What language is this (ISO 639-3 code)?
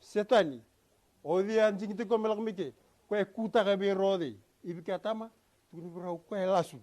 fij